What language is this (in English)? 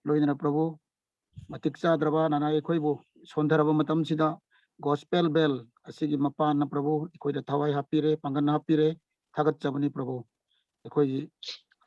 Manipuri